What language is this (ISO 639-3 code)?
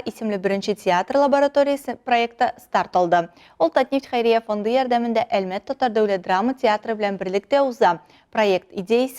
tat